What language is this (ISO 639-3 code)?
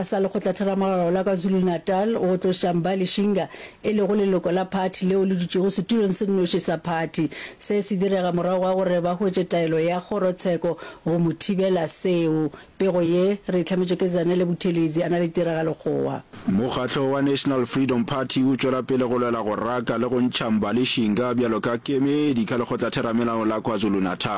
nso